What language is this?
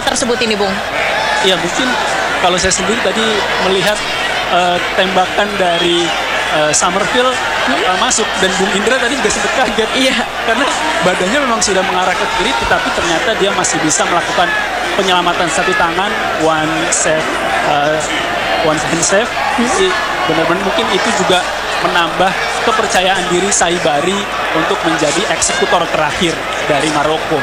Indonesian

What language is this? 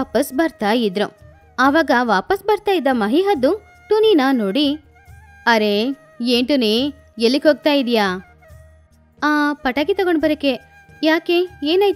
Kannada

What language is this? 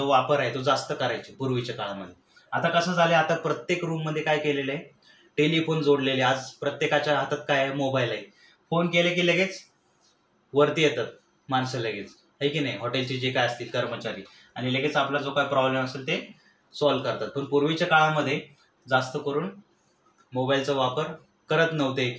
Marathi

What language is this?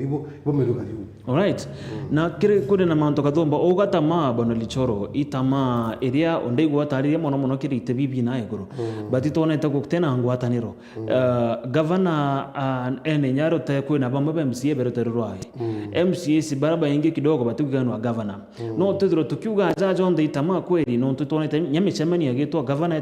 Meru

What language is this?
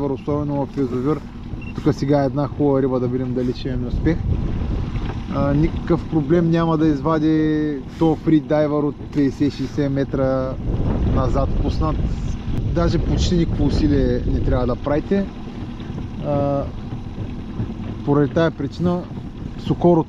Bulgarian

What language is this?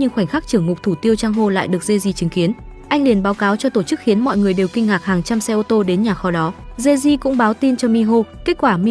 Vietnamese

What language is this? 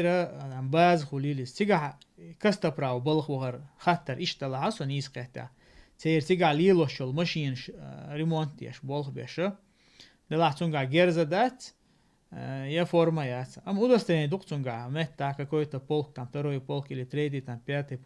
Chechen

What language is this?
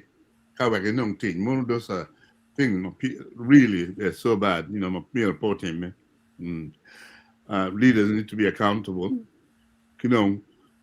Acoli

